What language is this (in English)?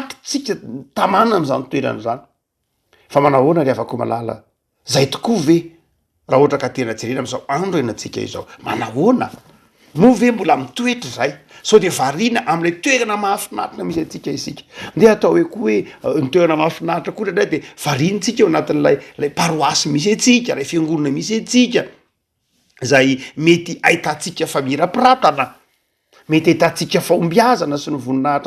Malagasy